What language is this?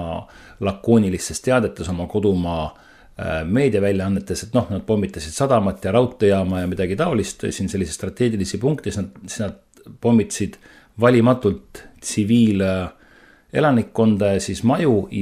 Estonian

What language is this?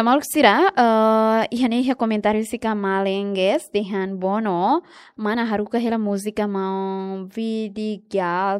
Tetum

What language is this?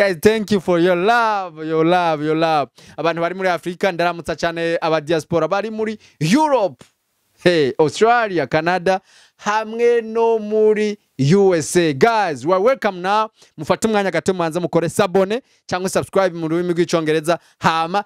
Rundi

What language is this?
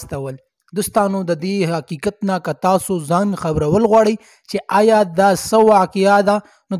Pashto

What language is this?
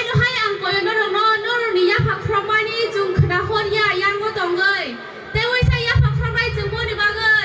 Kok Borok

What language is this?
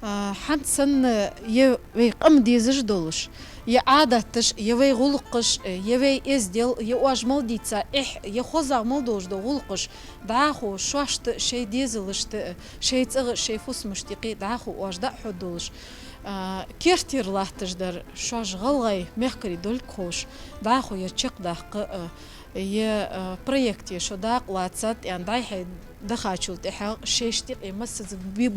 Ingush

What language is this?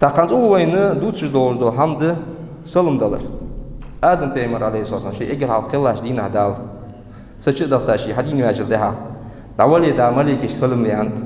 Ingush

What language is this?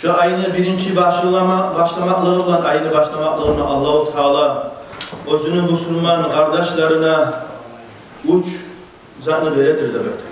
Kumyk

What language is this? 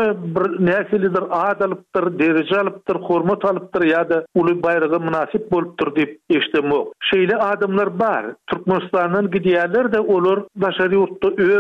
Turkmen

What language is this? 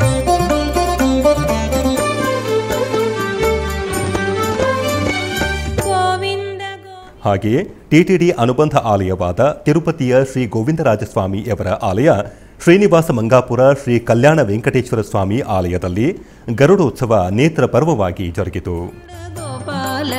Kannada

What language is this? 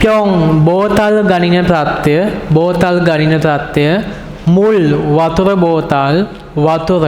Sinhala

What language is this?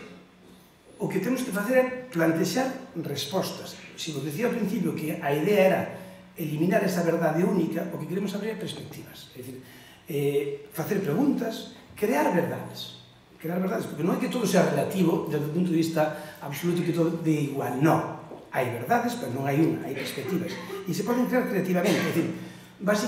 Galician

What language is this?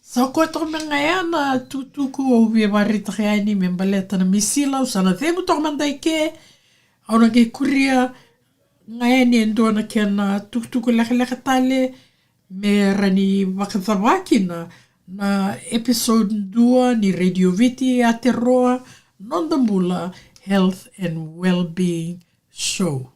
Fijian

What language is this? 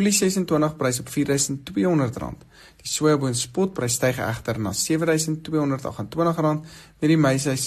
Afrikaans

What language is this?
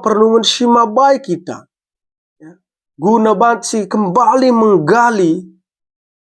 Batak Karo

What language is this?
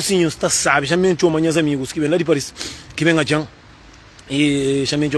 Kabuverdianu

